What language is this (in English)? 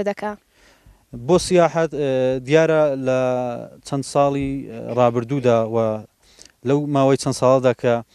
Central Kurdish